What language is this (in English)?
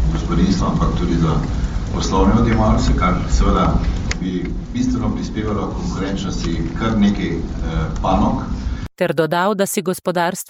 Slovenian